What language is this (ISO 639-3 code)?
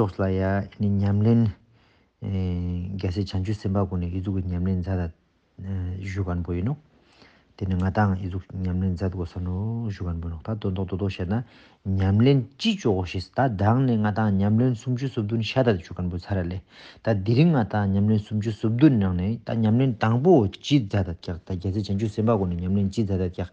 lbj